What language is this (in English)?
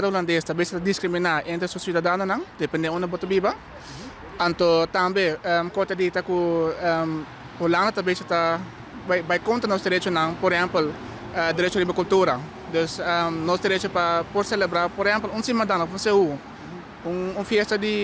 Papiamento